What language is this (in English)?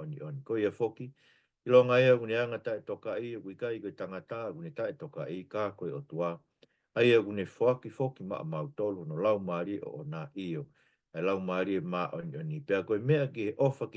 Tongan